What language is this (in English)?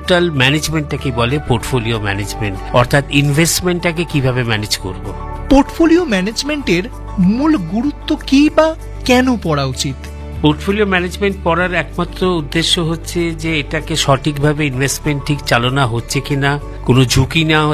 Bangla